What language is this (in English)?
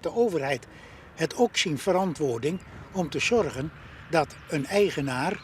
Western Frisian